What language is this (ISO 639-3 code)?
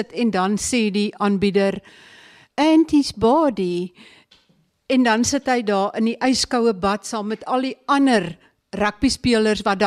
afr